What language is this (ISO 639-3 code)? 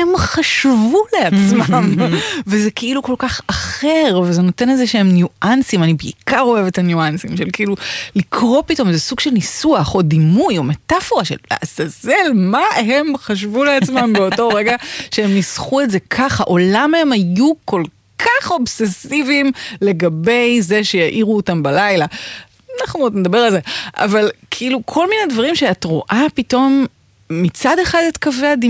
heb